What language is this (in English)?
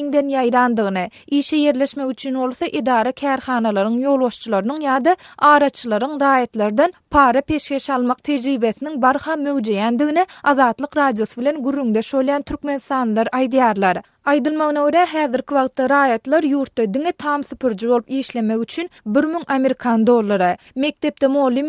Turkmen